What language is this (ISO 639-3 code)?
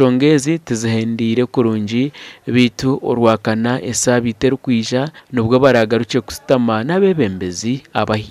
nyn